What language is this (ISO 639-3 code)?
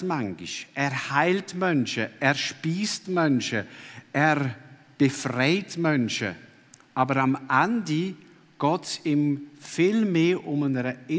gsw